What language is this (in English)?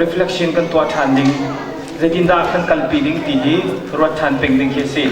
Hakha Chin